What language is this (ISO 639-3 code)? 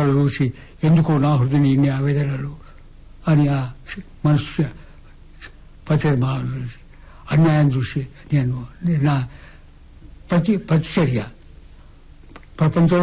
tel